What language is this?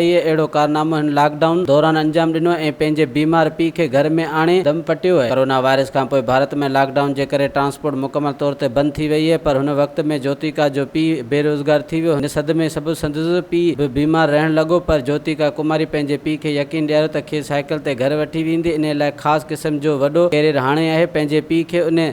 Sindhi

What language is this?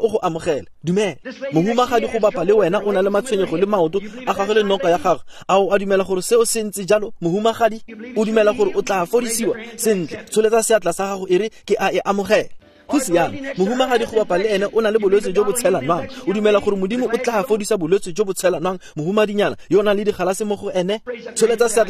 Tswana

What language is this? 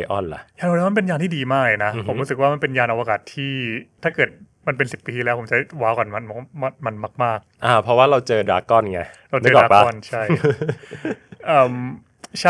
Thai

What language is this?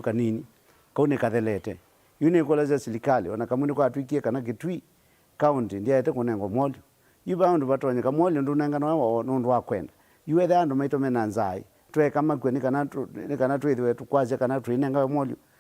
Kamba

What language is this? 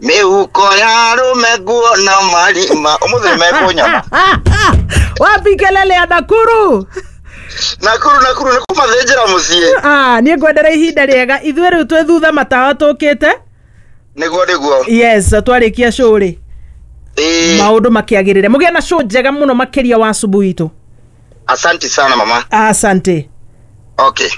Kikuyu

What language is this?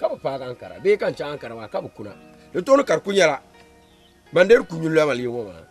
Dagbani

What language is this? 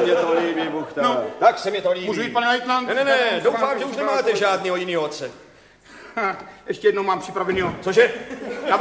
Czech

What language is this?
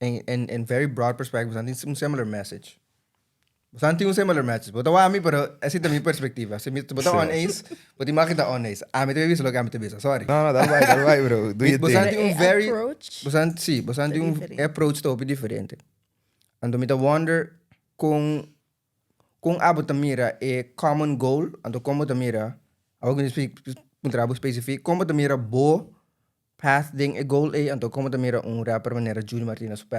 Papiamento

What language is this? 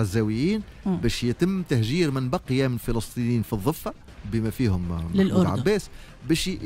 Tunisian Arabic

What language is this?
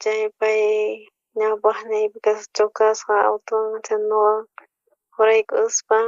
South Bolivian Quechua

